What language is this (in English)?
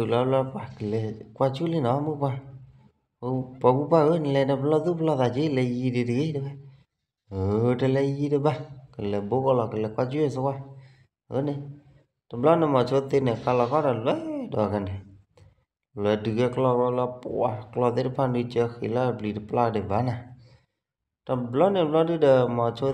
S'gaw Karen